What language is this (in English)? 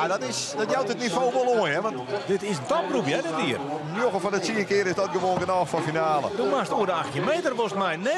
Western Frisian